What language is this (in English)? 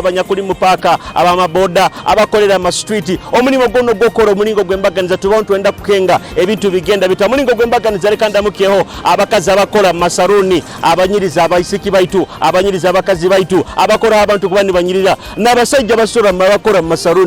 Nyoro